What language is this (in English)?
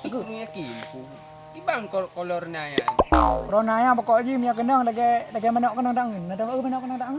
Achinese